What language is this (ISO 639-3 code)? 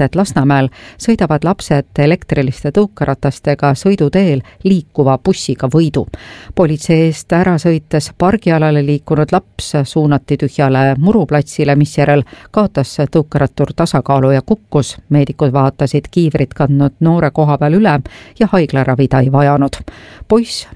est